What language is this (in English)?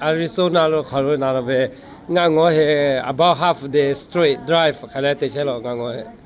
Lahu